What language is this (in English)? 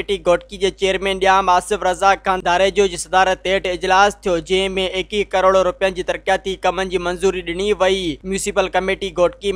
Sindhi